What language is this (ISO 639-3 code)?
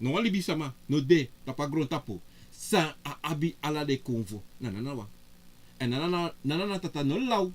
srn